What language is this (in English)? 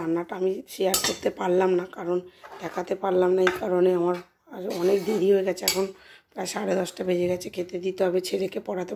Bangla